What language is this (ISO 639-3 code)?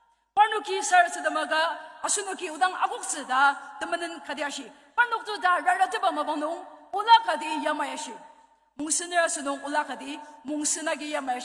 njo